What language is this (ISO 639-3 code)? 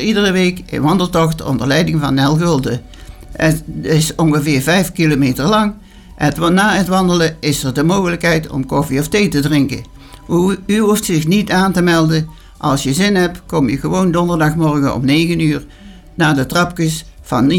nld